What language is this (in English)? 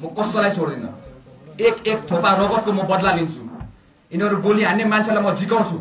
Nepali